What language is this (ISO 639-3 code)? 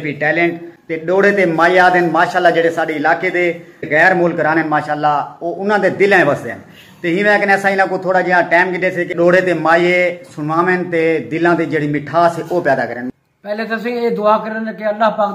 skr